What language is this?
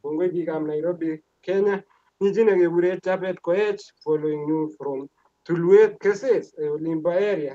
Kalenjin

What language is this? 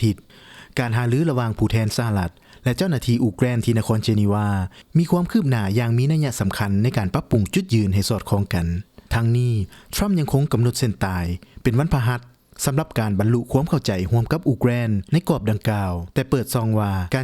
Lao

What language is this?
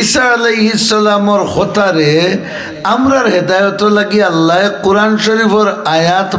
Sylheti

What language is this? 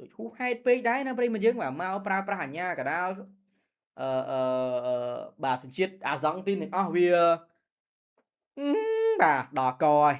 Khmer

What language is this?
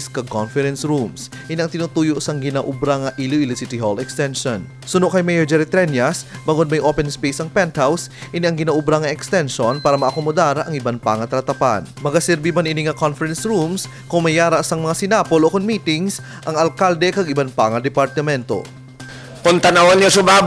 Hiligaynon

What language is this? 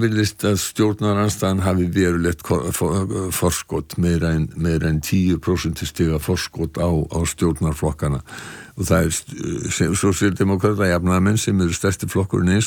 Icelandic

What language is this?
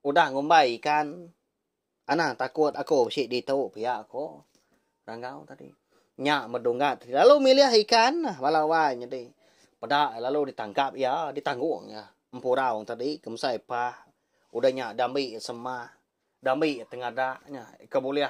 Iban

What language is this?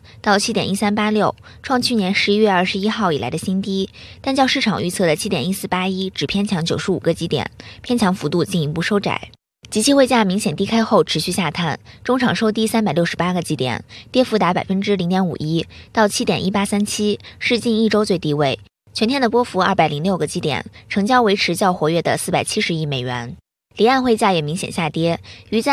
Chinese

